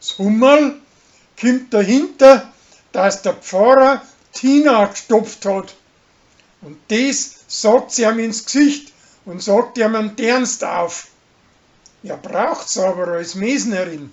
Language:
Bavarian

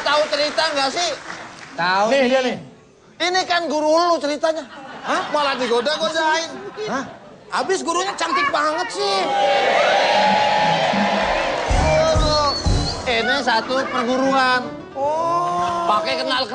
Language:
Indonesian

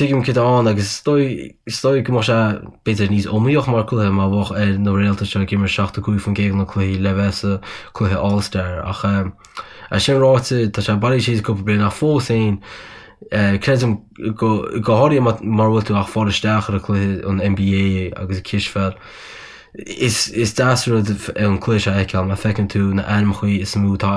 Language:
Irish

